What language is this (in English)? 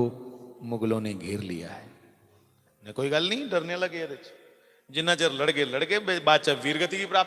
Dogri